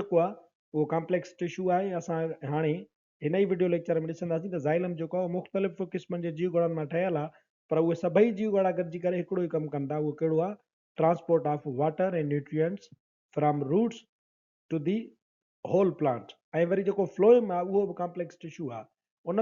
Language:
Sindhi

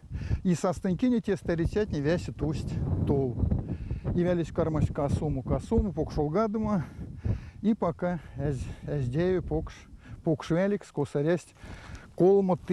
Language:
Erzya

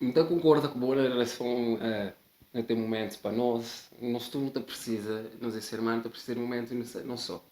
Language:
Kabuverdianu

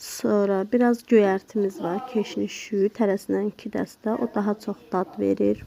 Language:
Azerbaijani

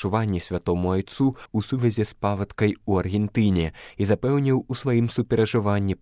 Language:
Belarusian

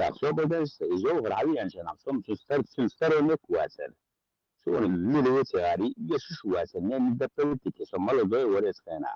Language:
Chechen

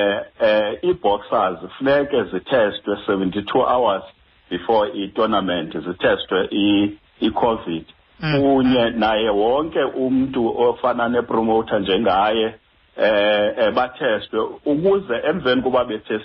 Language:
Xhosa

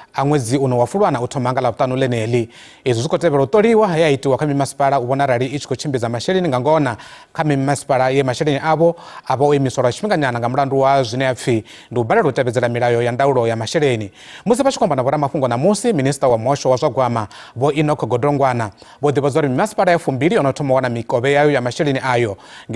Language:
Venda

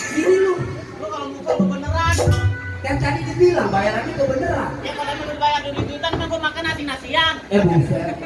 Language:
Betawi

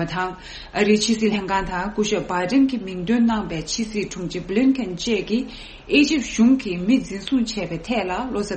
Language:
Tibetan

